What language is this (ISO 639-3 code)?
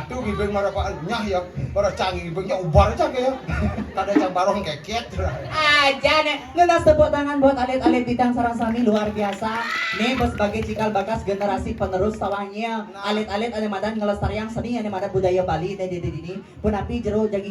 ban